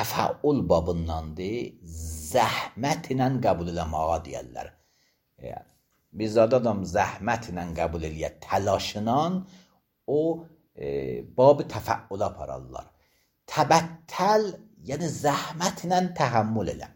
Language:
Azerbaijani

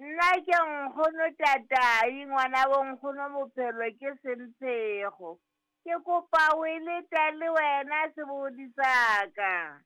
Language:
Southern Sotho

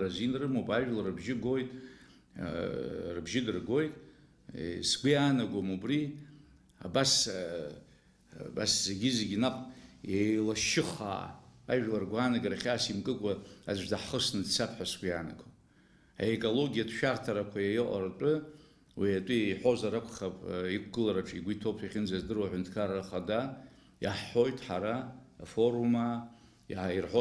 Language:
Abkhazian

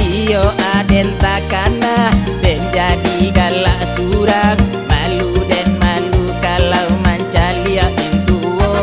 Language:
Minangkabau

